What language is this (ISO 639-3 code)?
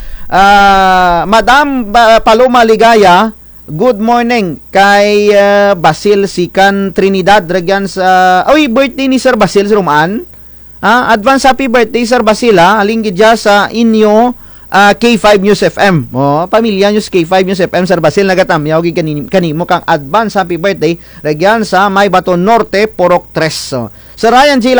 krj